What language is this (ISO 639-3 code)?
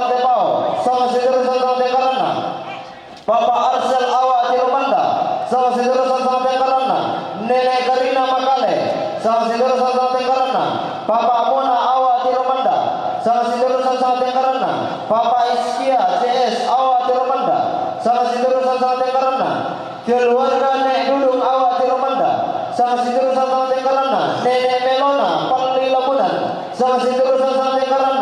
sda